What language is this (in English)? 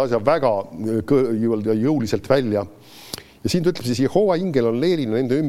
Estonian